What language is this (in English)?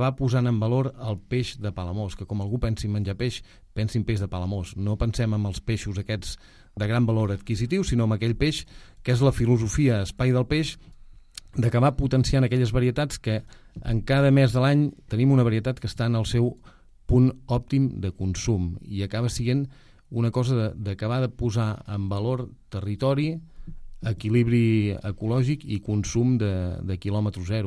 Catalan